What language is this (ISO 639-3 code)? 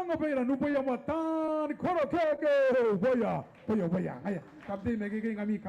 gil